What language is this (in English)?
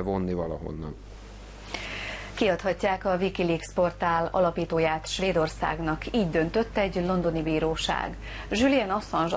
Hungarian